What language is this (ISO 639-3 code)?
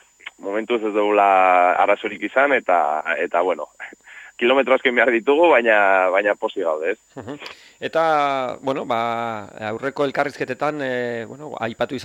eus